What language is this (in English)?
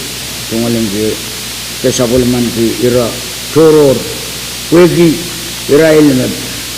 Pohnpeian